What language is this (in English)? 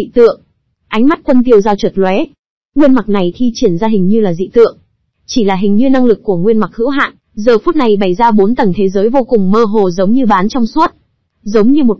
Vietnamese